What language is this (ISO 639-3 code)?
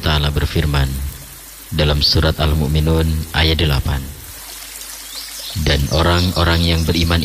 ind